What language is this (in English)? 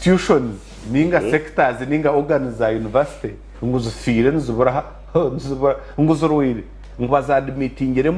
Nyankole